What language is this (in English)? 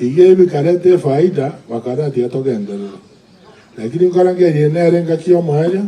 Gusii